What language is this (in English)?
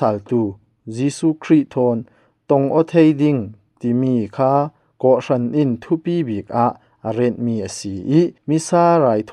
Falam Chin